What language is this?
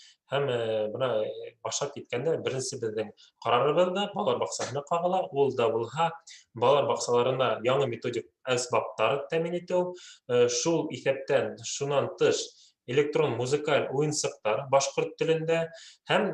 Bashkir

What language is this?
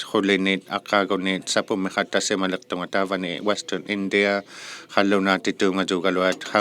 Inuktitut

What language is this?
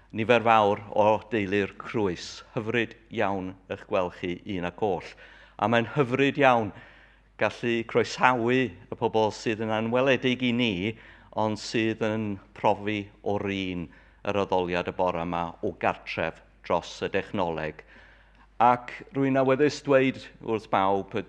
Welsh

